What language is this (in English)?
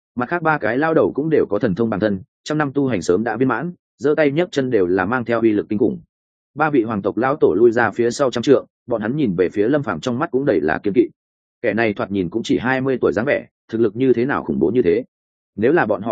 Vietnamese